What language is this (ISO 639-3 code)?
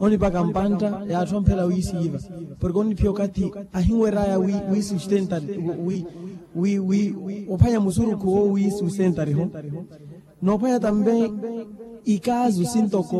vmw